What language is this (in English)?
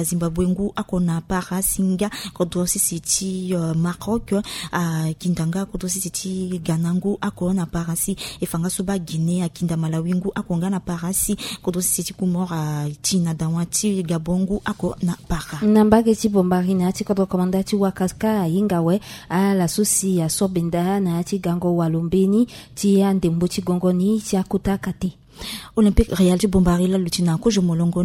Sango